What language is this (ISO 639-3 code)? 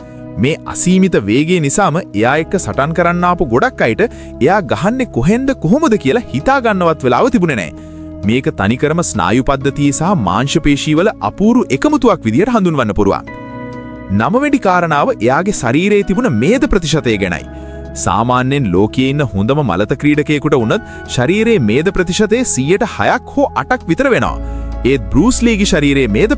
sin